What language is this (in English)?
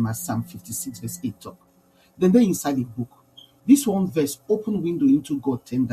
Nigerian Pidgin